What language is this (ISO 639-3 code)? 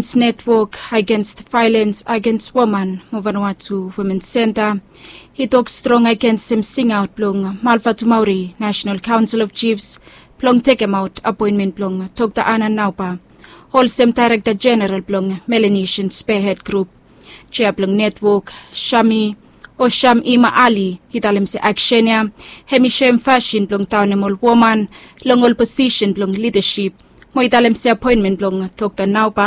bis